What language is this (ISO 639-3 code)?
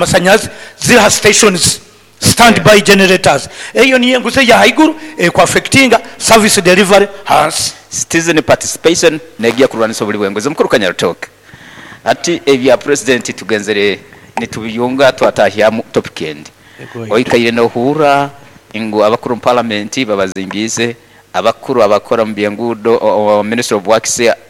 nyo